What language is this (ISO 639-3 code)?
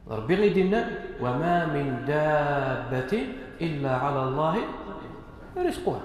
kab